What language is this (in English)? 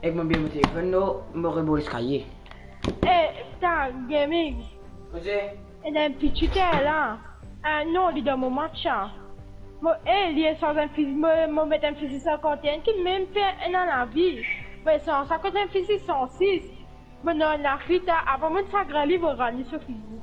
Morisyen